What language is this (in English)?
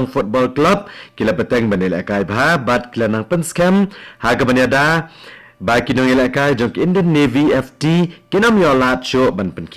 Khasi